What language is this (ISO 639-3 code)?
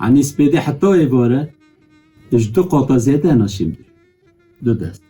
kur